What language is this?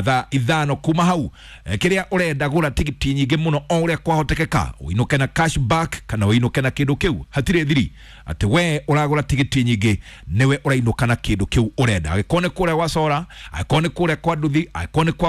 Kikuyu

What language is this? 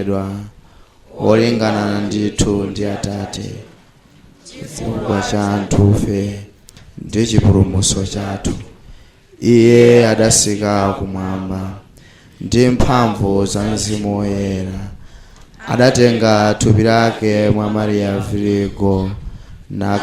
Nyanja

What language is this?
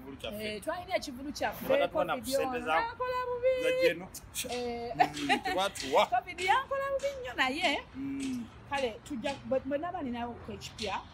Ganda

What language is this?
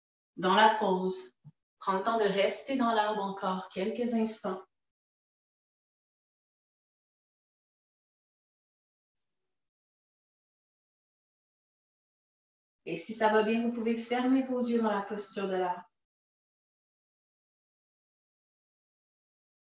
French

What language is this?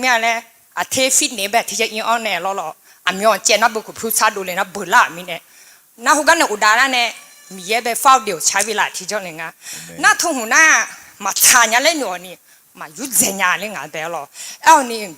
Akha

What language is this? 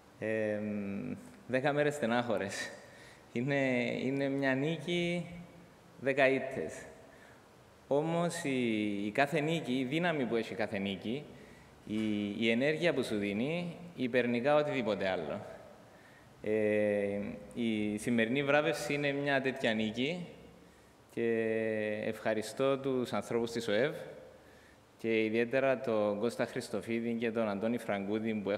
Greek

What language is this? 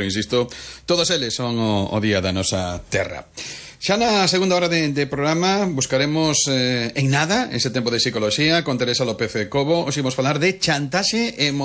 Galician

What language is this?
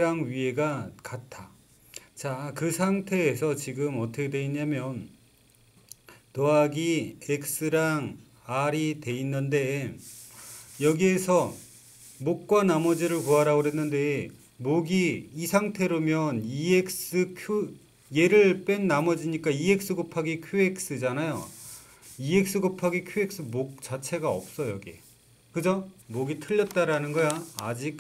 Korean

